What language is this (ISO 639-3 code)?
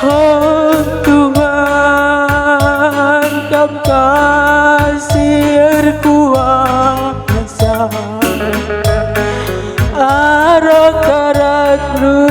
btx